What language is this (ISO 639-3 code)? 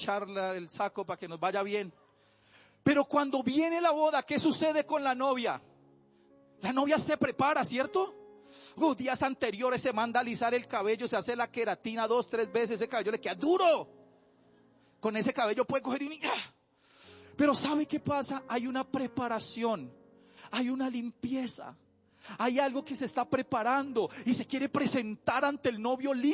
spa